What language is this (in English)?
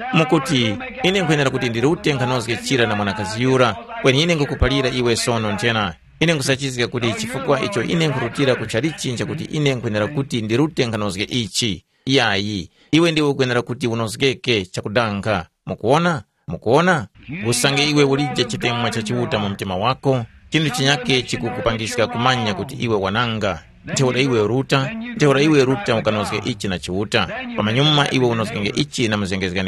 Tumbuka